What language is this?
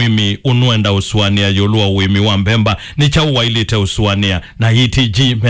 Kamba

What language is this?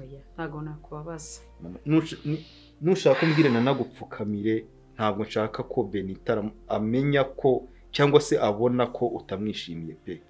Kinyarwanda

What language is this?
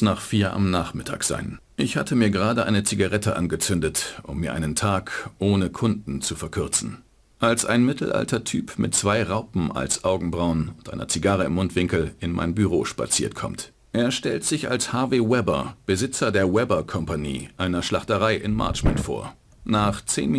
Bavarian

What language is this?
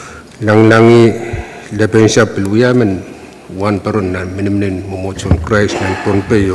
Pohnpeian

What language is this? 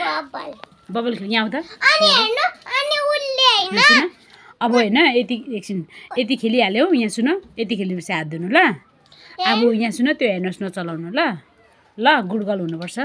Nepali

